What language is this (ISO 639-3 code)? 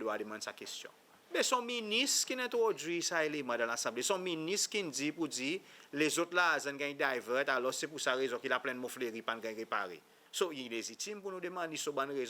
crs